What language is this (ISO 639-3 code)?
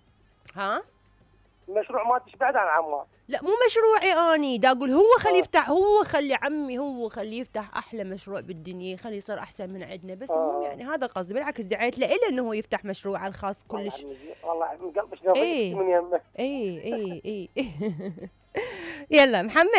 acm